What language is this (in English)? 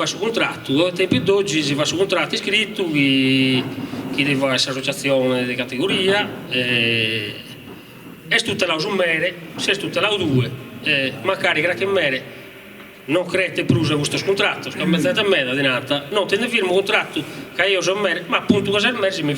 Sardinian